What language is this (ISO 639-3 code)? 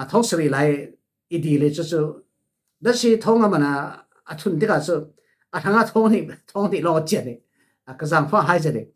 cfm